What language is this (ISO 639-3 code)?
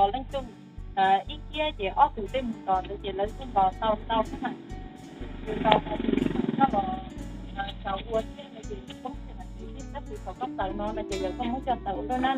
hmn